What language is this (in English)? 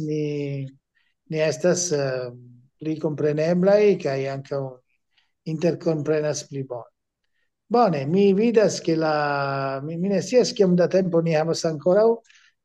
Esperanto